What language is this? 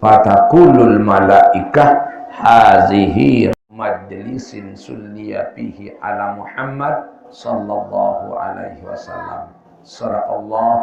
Sasak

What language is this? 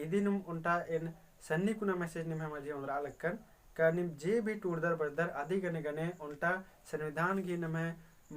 Kurukh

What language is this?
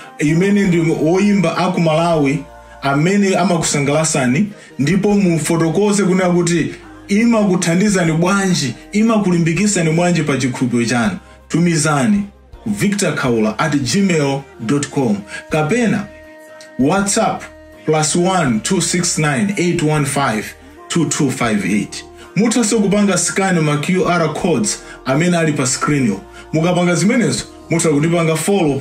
Nyanja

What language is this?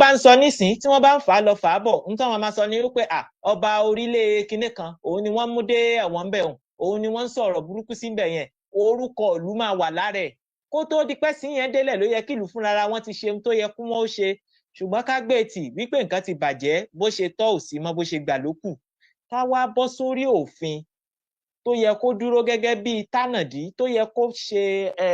Yoruba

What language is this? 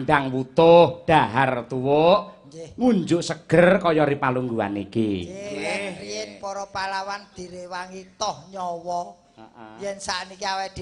Javanese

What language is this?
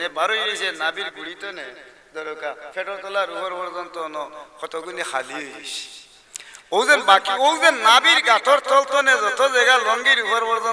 Sylheti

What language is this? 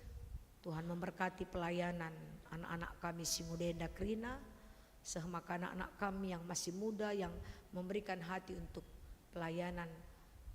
Batak Karo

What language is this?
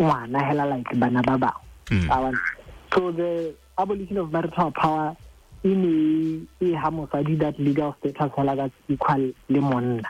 Tswana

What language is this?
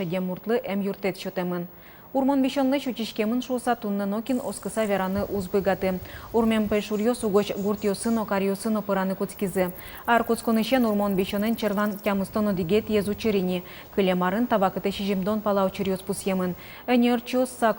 Udmurt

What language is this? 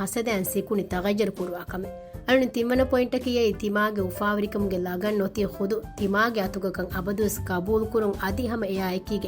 Divehi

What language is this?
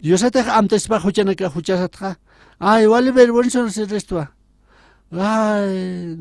Aymara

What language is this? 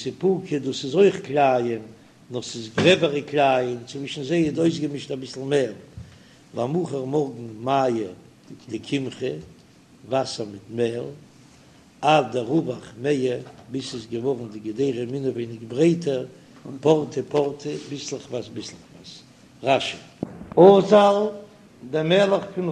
Yiddish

